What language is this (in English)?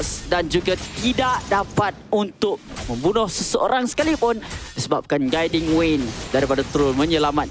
Malay